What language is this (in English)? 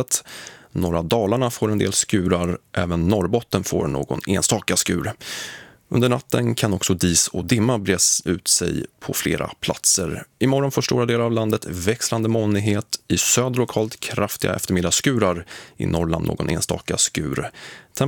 Swedish